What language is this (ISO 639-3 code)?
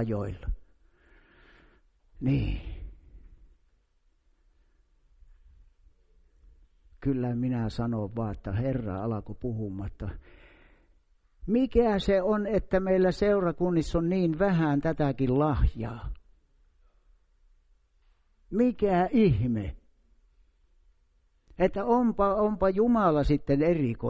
fin